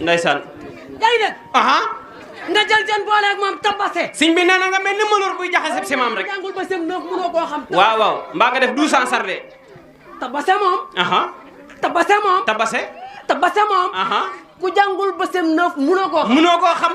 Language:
Wolof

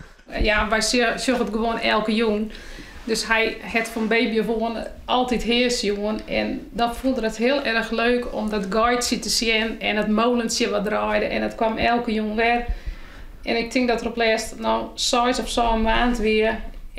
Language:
Western Frisian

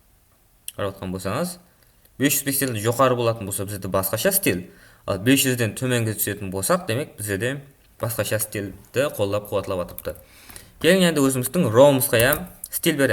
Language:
Kara-Kalpak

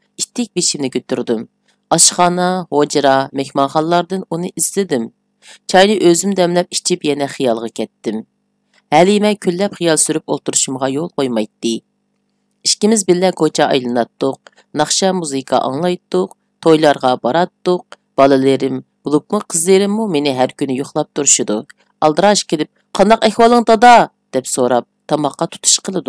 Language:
Uyghur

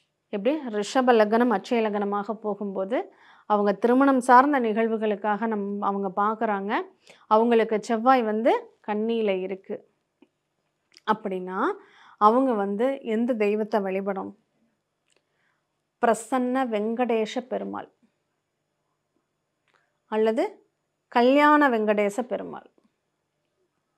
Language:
Tamil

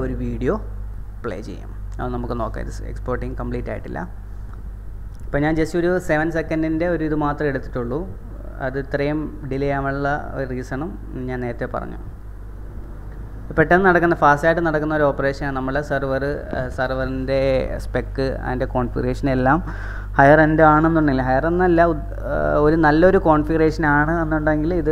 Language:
Malayalam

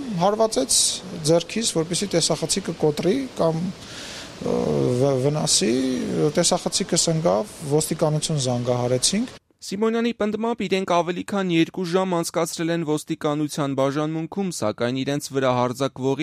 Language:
Armenian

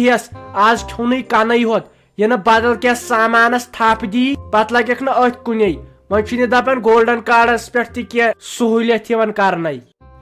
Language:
Kashmiri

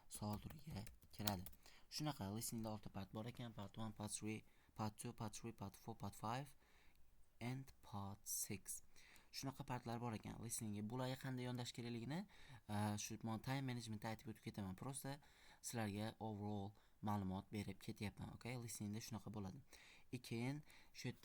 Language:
Uzbek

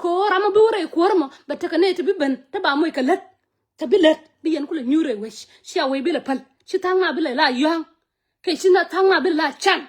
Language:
Nuer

